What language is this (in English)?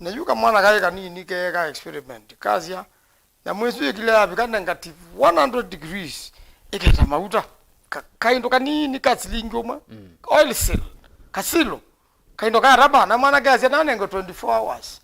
Kamba